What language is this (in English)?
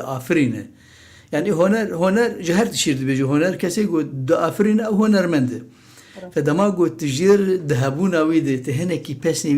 Kurdish